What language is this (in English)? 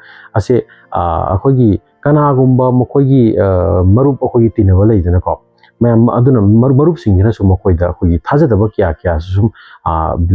Manipuri